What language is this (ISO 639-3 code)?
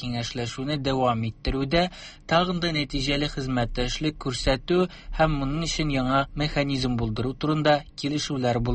tat